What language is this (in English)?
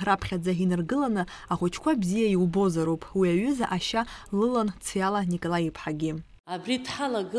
Abkhazian